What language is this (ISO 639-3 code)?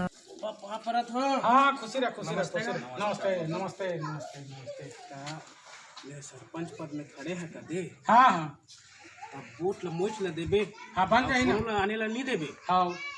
hne